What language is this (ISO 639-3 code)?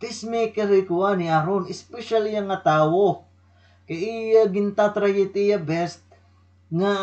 war